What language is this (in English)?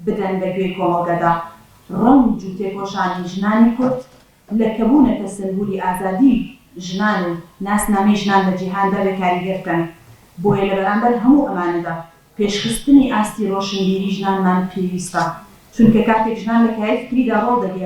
Central Kurdish